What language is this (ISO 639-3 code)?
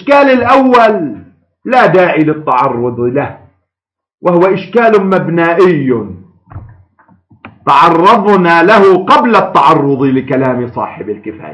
ara